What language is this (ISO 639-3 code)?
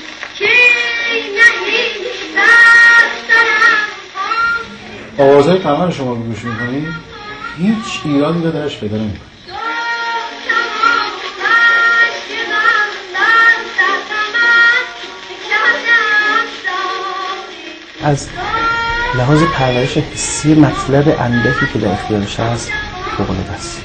fas